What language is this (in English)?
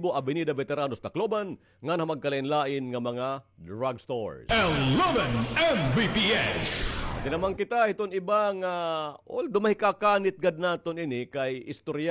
Waray